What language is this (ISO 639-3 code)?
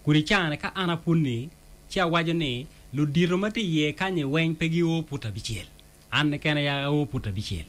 ach